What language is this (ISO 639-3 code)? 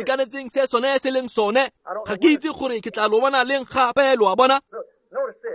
tsn